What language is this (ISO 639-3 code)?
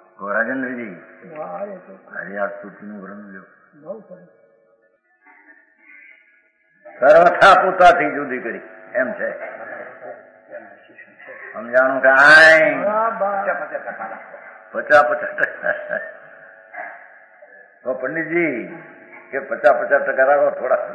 guj